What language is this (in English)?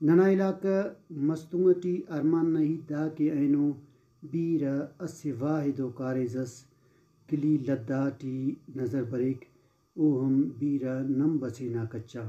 Brahui